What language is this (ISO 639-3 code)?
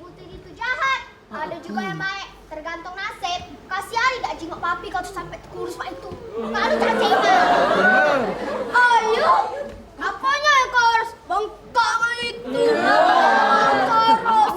mui